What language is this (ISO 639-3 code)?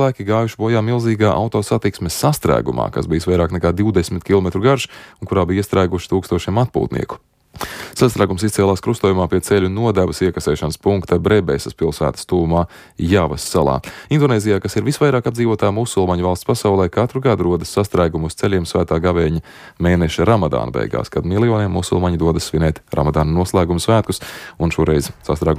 lav